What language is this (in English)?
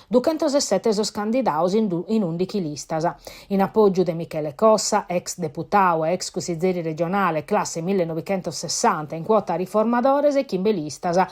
Sardinian